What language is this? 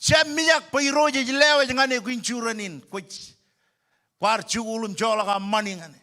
Marshallese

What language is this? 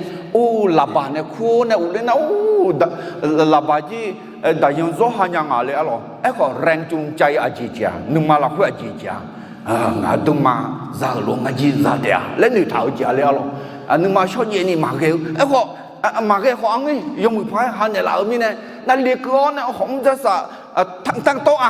Akha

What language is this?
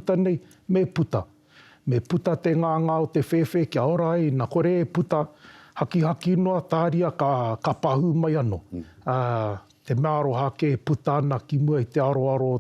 Māori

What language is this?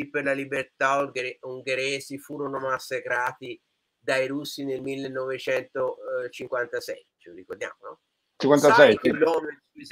Italian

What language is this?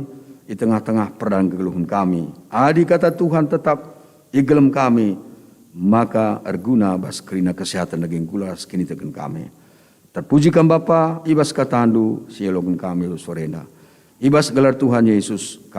Batak Karo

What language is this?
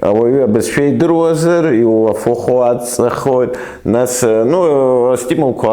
Abkhazian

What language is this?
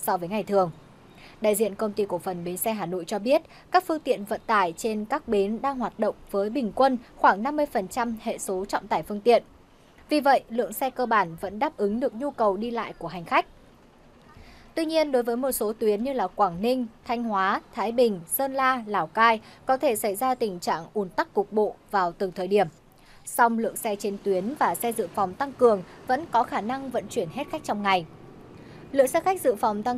Vietnamese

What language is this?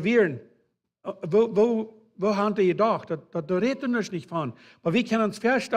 Plautdietsch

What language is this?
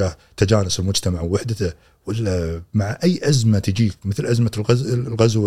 Gulf Arabic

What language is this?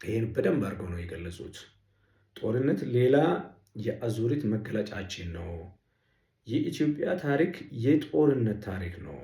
Amharic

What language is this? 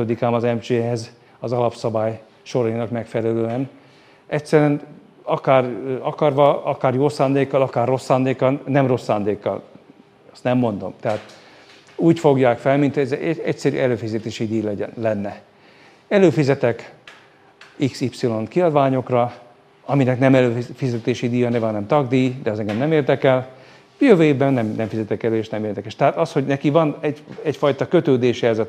Hungarian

